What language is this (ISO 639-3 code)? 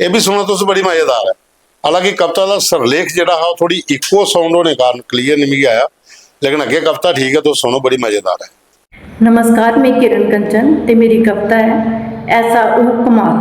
doi